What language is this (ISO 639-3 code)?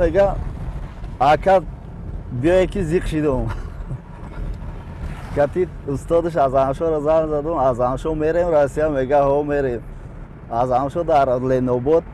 tgk